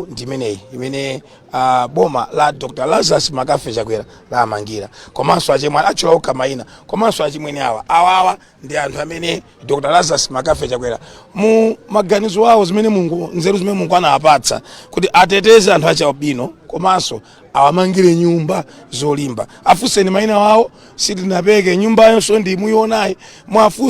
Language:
Nyanja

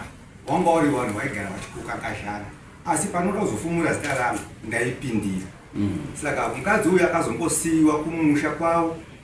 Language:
Shona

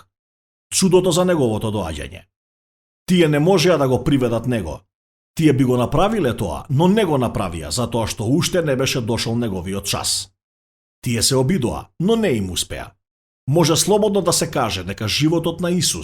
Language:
Macedonian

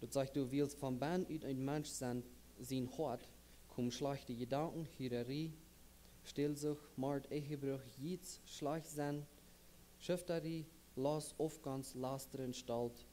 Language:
Plautdietsch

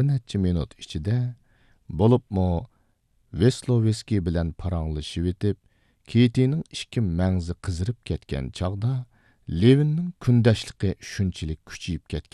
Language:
Uyghur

